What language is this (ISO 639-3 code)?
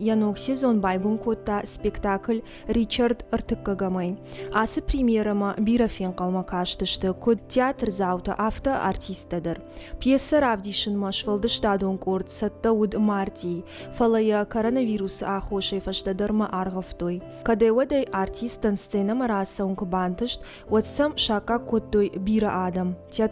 oss